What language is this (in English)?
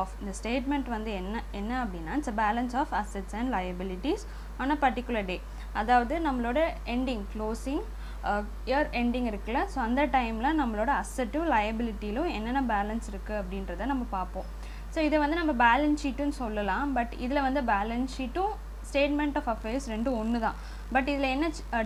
Tamil